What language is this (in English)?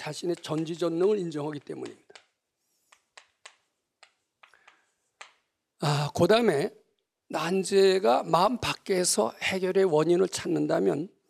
Korean